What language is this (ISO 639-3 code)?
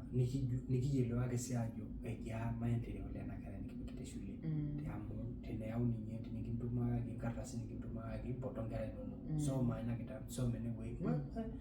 mas